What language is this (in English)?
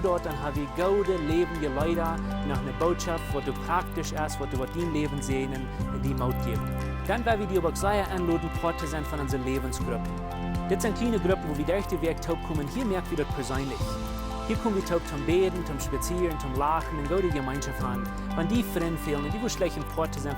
Plautdietsch